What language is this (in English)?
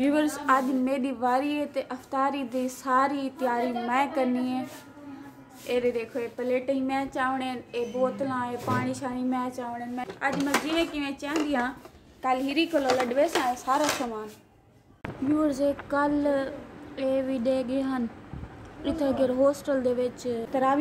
Saraiki